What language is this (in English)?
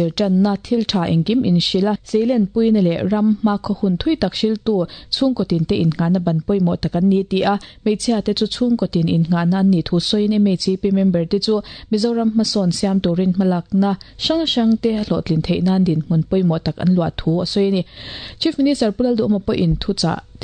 Mizo